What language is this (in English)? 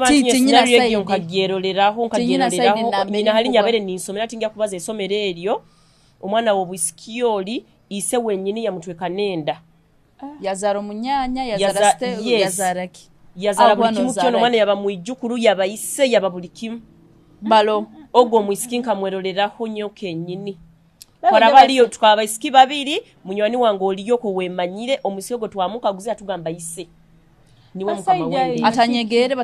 Nyoro